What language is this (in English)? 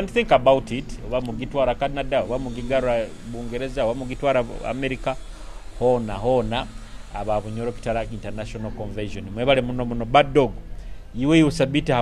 Nyoro